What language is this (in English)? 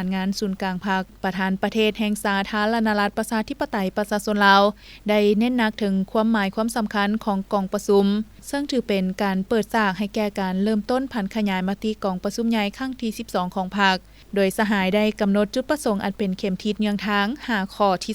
Lao